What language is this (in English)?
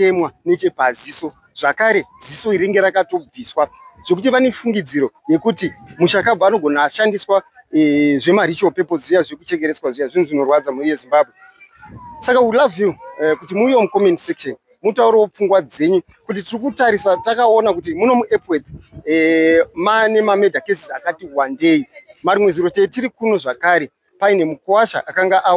Shona